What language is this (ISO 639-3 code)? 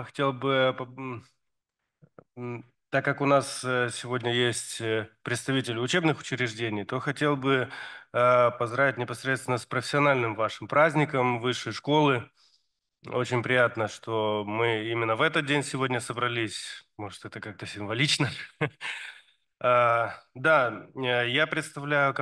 rus